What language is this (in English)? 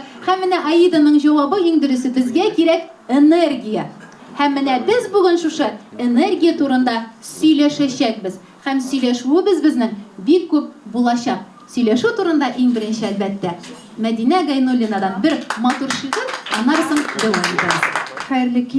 Tatar